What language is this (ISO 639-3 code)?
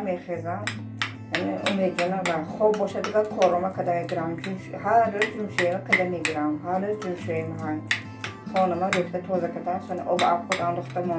tgk